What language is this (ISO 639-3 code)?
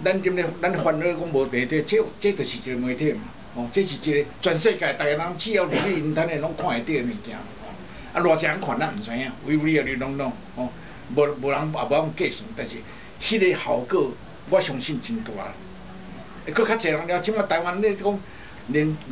nan